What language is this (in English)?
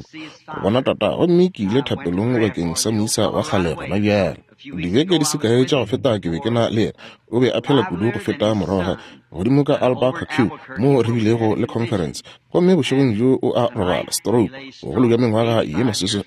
Northern Sotho